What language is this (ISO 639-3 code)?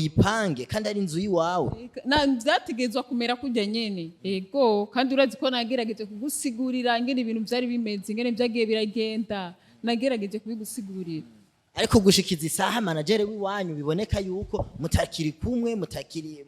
run